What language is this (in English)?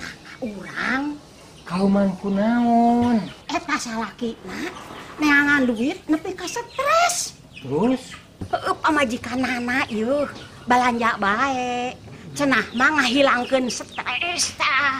Sundanese